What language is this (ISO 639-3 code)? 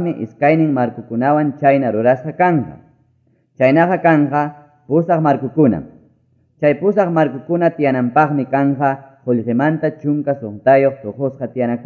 que